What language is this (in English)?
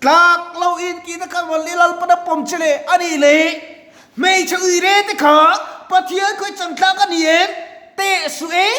Mizo